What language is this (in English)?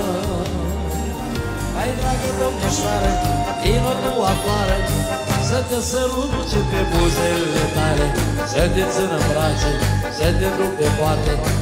Romanian